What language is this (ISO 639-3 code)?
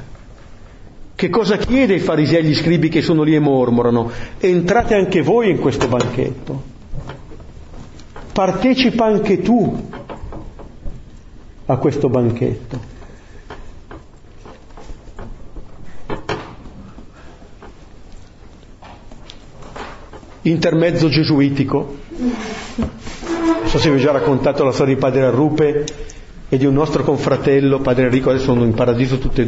ita